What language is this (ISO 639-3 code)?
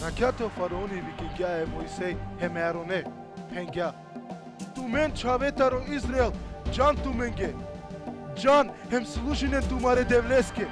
rmn